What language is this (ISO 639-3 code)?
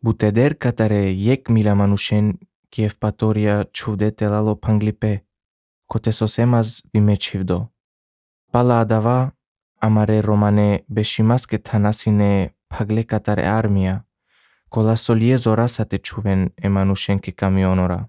slv